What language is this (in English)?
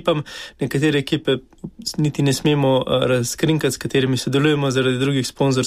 Slovenian